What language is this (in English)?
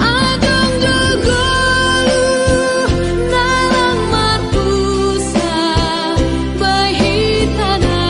Batak Simalungun